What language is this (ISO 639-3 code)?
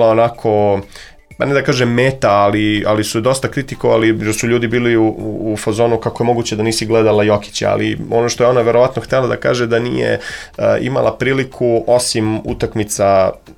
srp